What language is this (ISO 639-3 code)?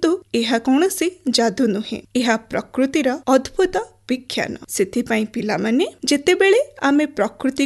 ori